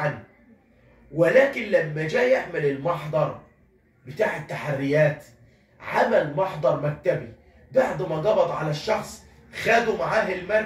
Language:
Egyptian Arabic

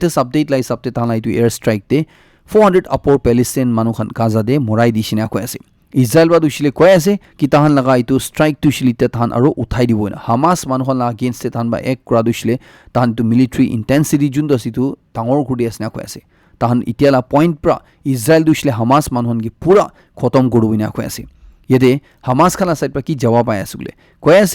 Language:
Naga Pidgin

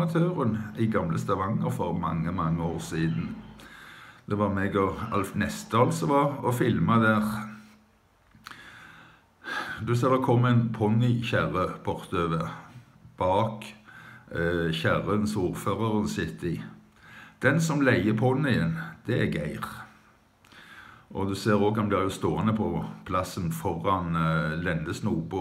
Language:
Norwegian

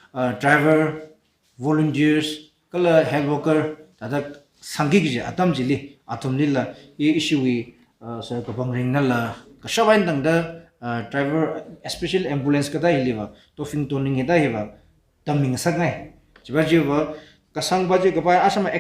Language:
Tangkhul Naga (India)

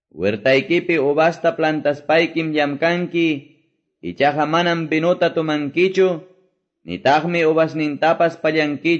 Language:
Quechua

